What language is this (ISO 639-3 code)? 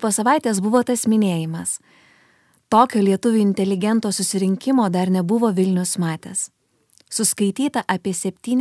lit